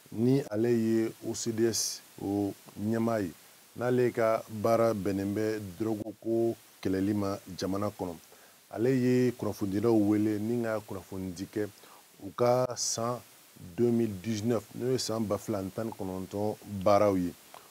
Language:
Bambara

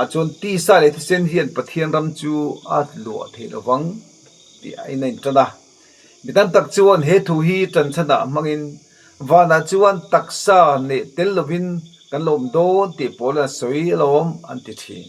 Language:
Mizo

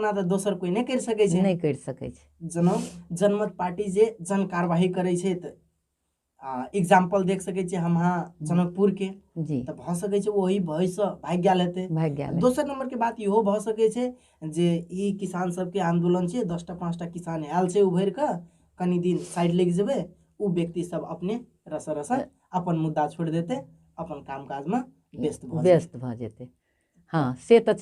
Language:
Maithili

